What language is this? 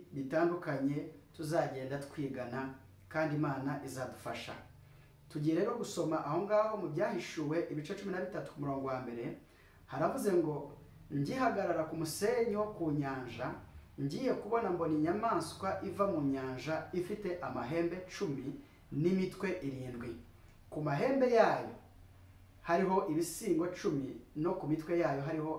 Kinyarwanda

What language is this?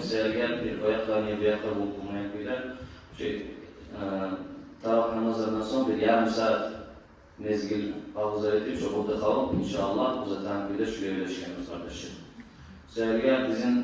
Kumyk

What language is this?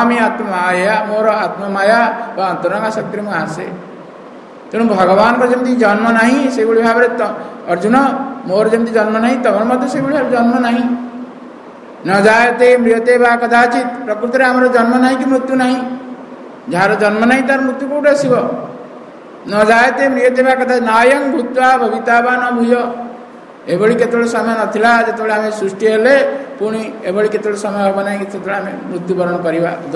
Odia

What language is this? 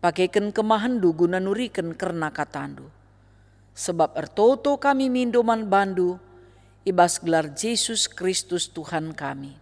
Batak Karo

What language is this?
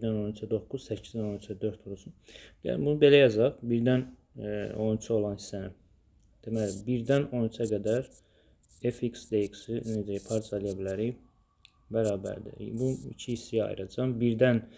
Azerbaijani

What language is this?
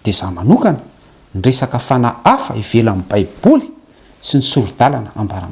Malagasy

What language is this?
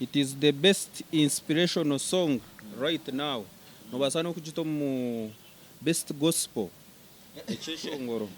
Nyankole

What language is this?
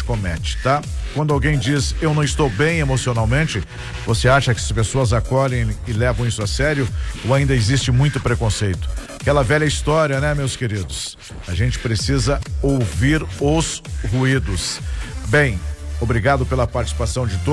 Portuguese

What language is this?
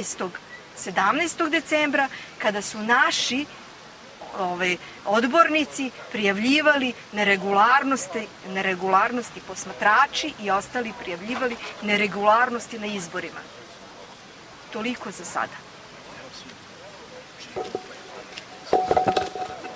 Serbian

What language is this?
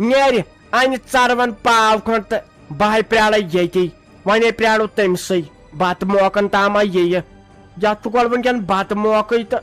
Kashmiri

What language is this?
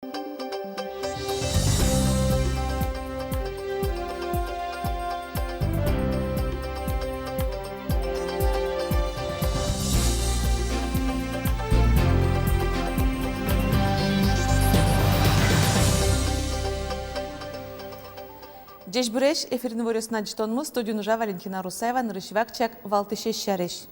Udmurt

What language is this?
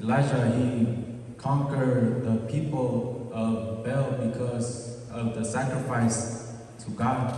S'gaw Karen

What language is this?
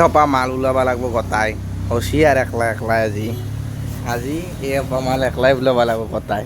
Assamese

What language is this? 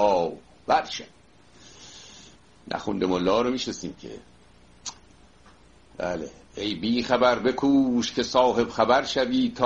Persian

